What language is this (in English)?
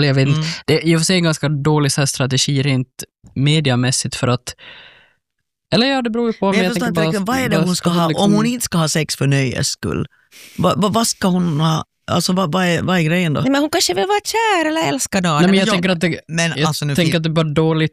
Swedish